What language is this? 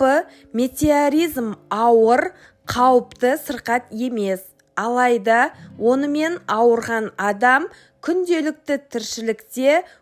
Kazakh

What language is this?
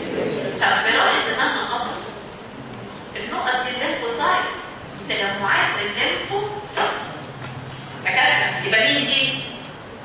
Egyptian Arabic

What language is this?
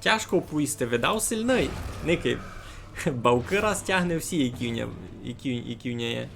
Rusyn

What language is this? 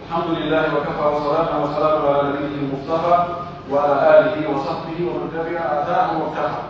Pular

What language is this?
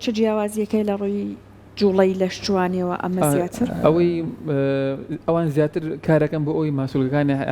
Central Kurdish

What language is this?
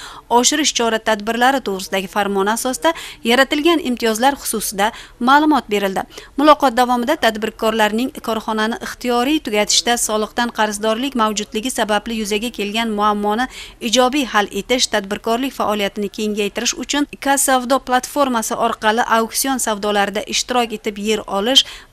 Uzbek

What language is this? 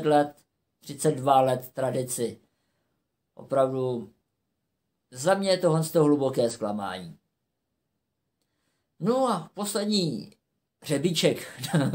Czech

